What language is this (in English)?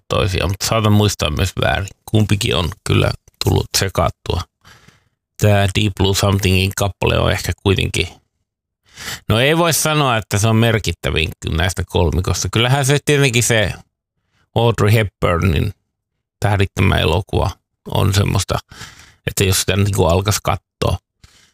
Finnish